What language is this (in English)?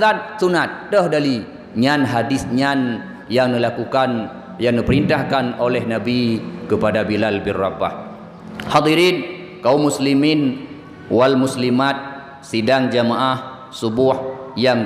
Achinese